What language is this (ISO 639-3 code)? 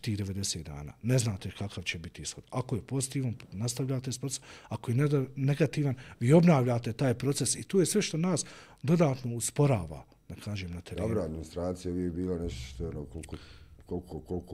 bos